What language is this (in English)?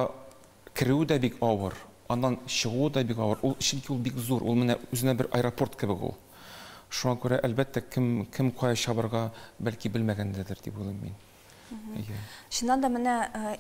Tatar